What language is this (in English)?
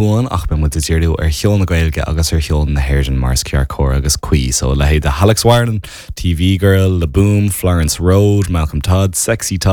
Irish